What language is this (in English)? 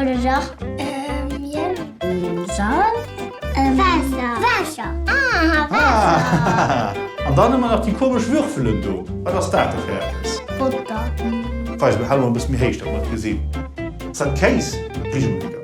Luxembourgish